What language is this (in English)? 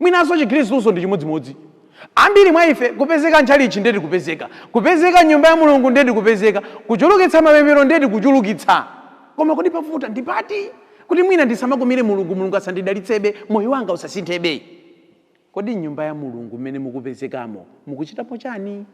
Nyanja